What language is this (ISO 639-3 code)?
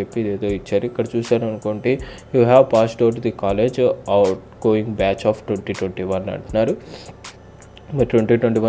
tel